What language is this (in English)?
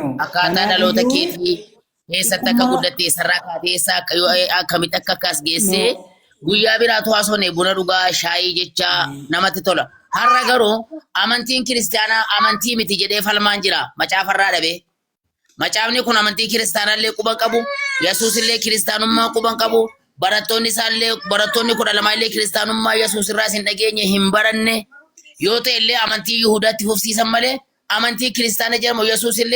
Oromo